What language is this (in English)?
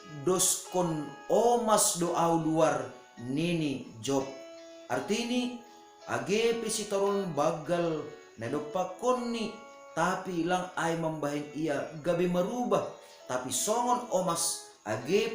Batak Simalungun